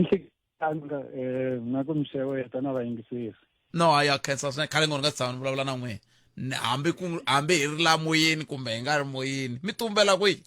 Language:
Tsonga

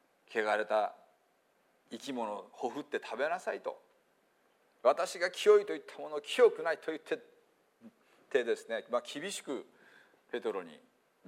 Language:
Japanese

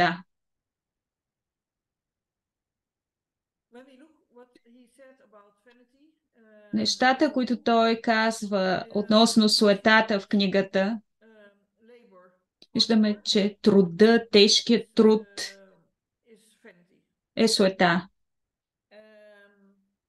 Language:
Bulgarian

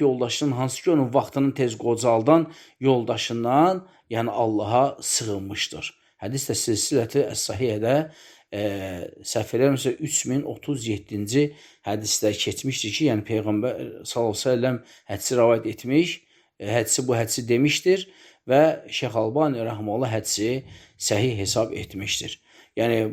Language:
Azerbaijani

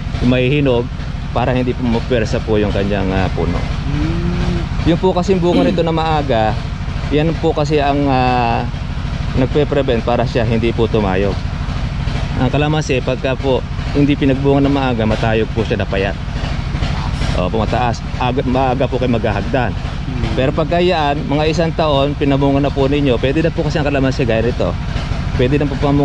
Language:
Filipino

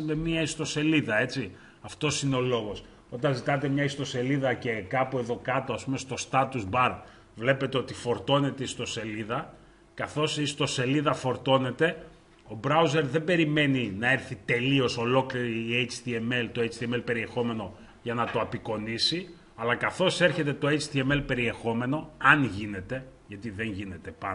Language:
Greek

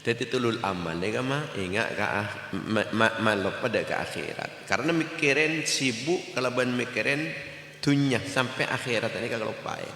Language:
Madurese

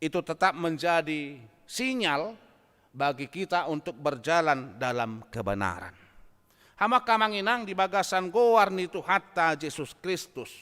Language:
Batak Toba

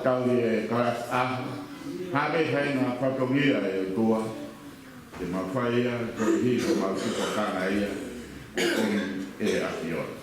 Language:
Tongan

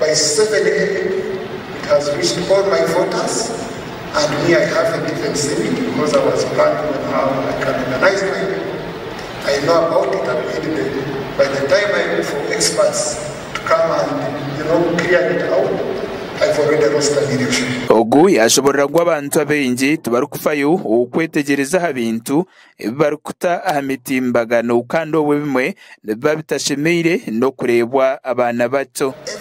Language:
Nyankole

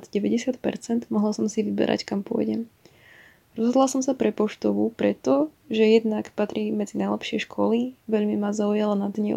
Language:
Slovak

